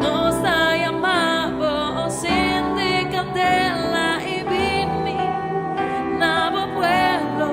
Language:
Papiamento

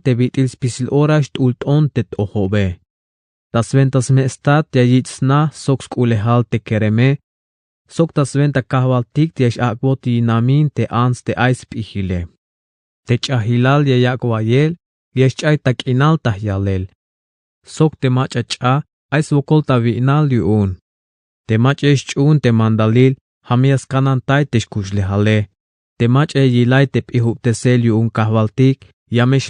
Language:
Tzeltal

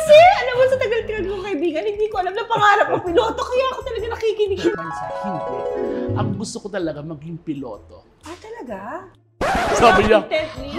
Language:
Filipino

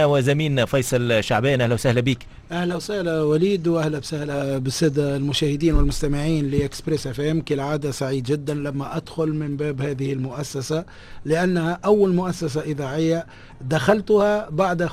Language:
Tunisian Arabic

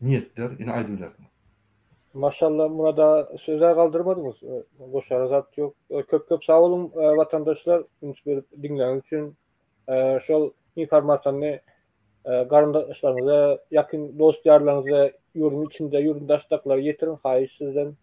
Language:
Turkmen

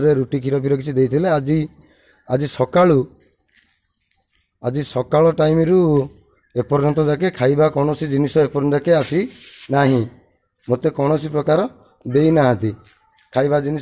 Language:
Odia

